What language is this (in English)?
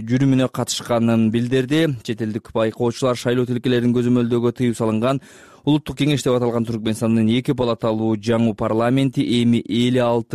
Kyrgyz